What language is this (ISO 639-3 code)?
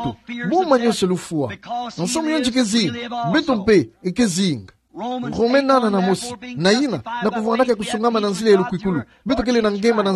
ktu